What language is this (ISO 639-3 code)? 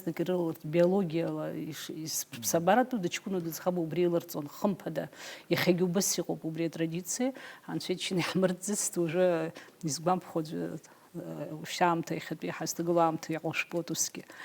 abk